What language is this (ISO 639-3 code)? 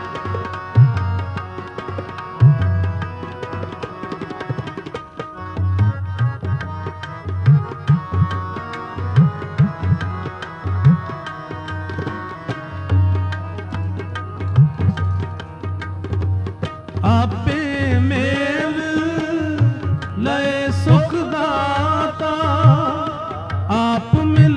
pan